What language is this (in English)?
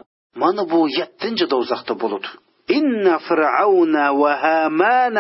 Uyghur